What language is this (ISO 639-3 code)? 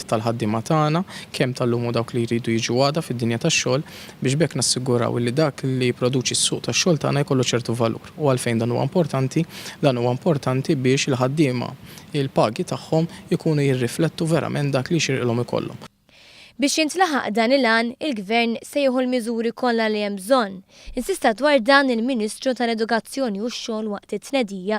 mlt